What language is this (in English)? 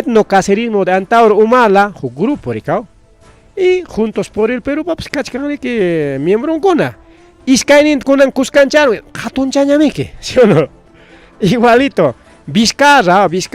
Ayacucho Quechua